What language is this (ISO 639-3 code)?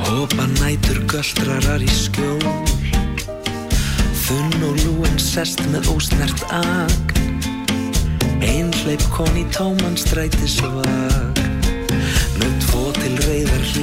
isl